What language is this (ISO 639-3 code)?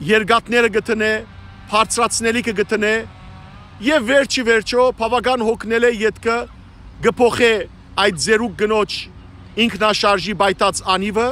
hyw